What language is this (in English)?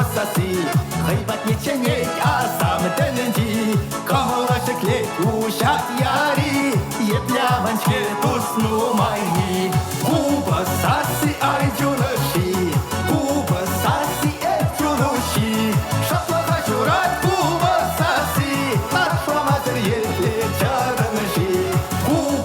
Chuvash